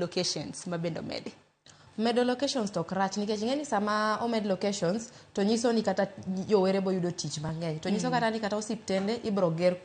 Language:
Luo (Kenya and Tanzania)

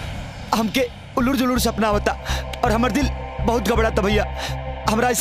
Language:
Bhojpuri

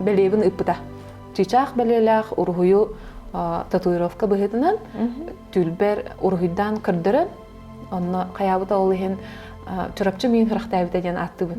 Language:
Yakut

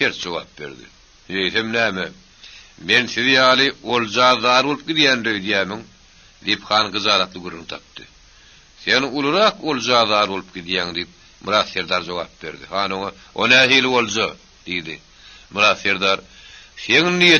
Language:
Turkmen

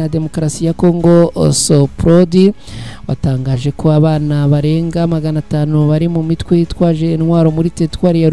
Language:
Kinyarwanda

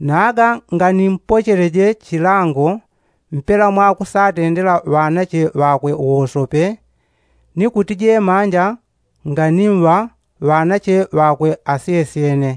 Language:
Yao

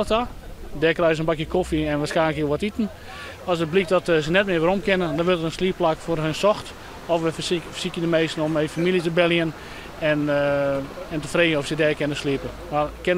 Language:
Western Frisian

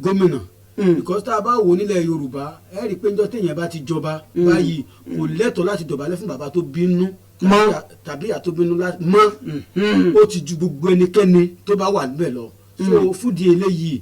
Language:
Yoruba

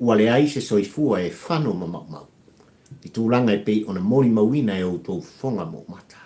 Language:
Samoan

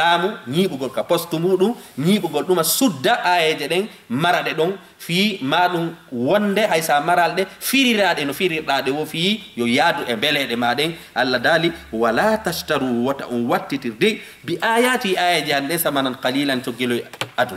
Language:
Fula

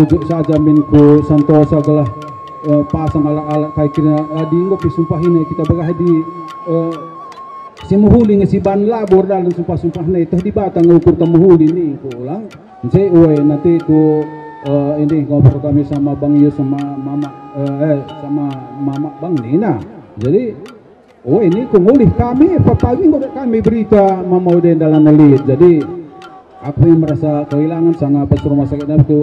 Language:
Batak Karo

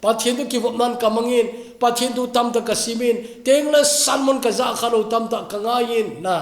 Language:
Thado Chin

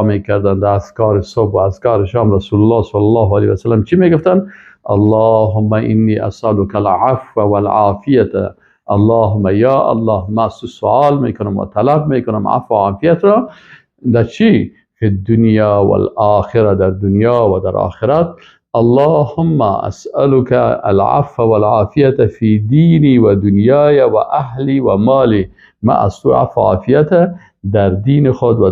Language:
Persian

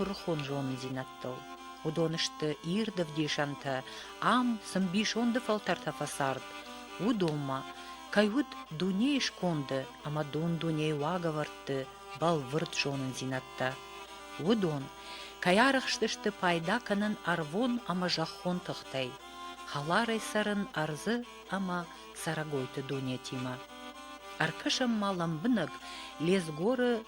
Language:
Ossetic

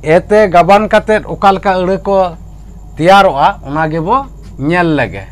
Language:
Santali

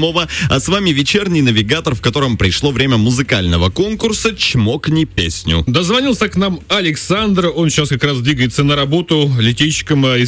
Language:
Russian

